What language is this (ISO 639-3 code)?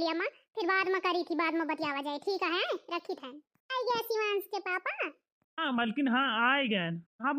awa